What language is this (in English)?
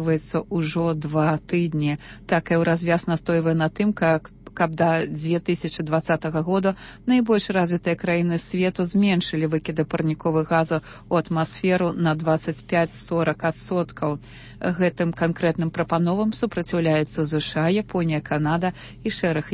Belarusian